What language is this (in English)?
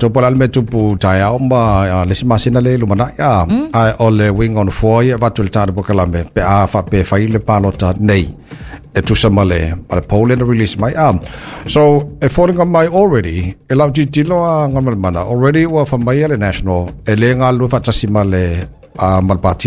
Samoan